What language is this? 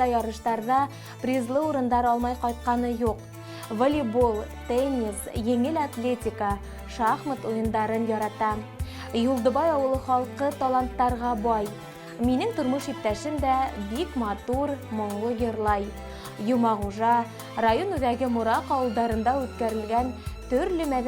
Bashkir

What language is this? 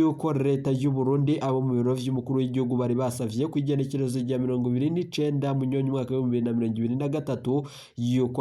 Rundi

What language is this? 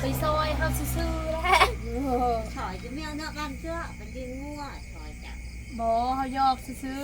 Lao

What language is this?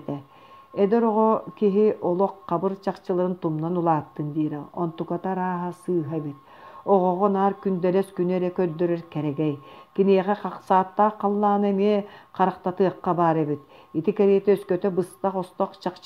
Yakut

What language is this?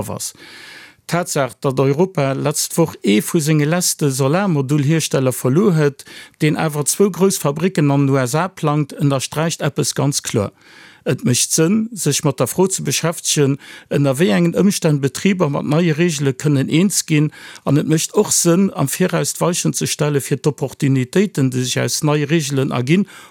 Luxembourgish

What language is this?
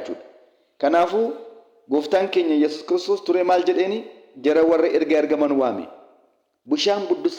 Oromo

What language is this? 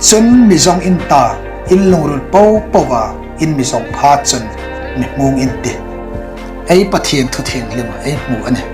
Hmar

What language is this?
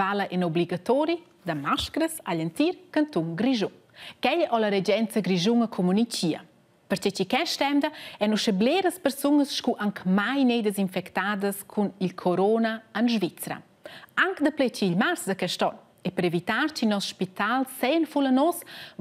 Romansh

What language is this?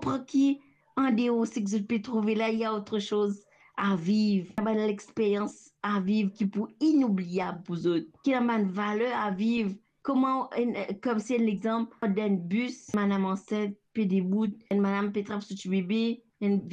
Morisyen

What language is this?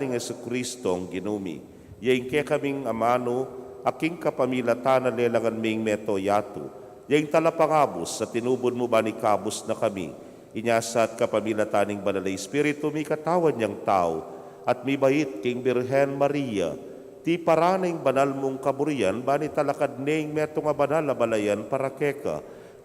Pampanga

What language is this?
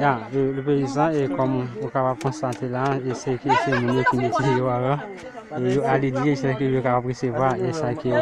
Haitian Creole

